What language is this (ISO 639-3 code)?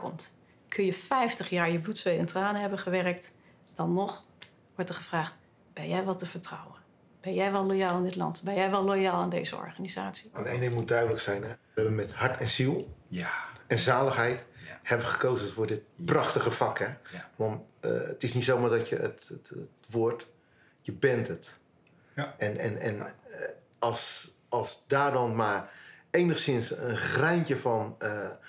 nld